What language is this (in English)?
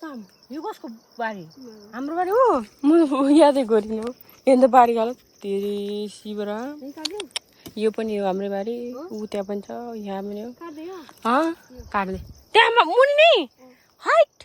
Nepali